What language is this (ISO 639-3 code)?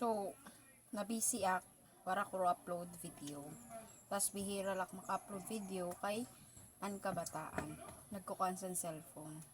war